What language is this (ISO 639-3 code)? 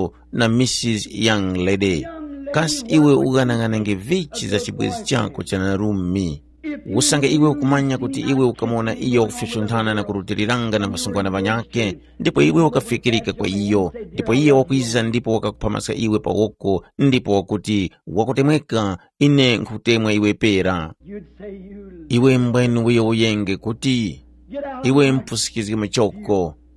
tum